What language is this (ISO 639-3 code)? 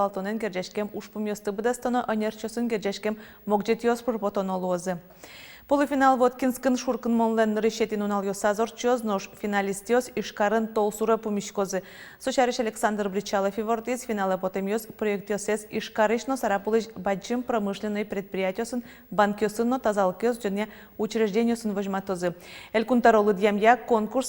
udm